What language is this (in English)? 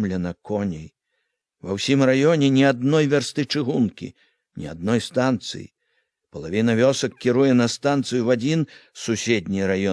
Belarusian